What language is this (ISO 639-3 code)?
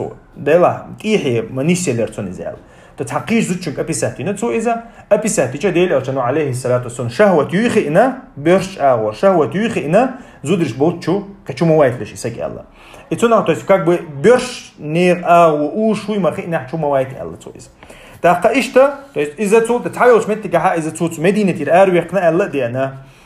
che